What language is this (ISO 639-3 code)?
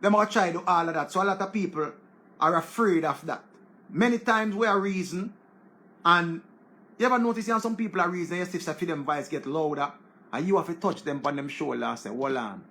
jam